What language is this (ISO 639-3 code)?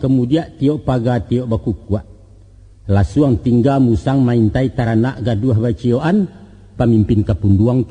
min